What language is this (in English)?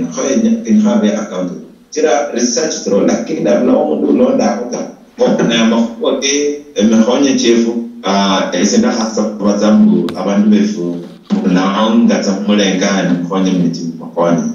Luyia